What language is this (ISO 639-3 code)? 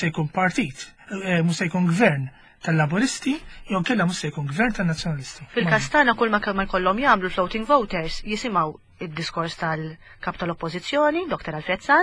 mlt